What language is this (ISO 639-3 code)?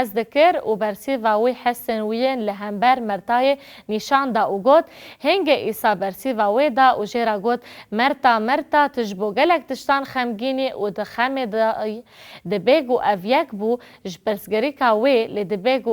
kur